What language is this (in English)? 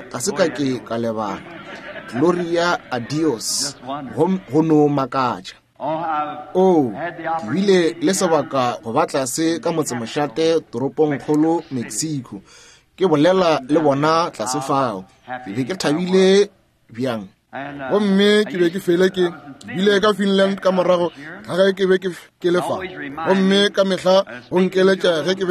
Northern Sotho